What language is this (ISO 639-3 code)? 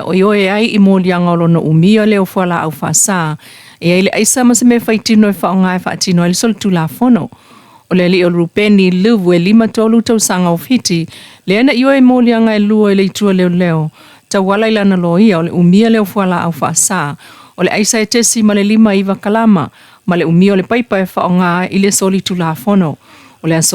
smo